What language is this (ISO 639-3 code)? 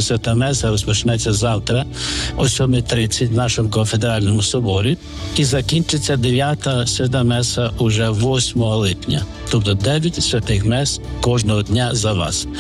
ukr